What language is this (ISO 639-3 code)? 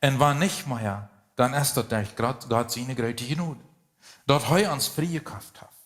pdt